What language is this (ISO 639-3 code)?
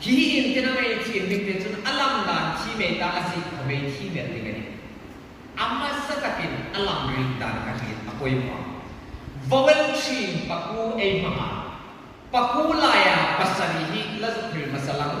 hmr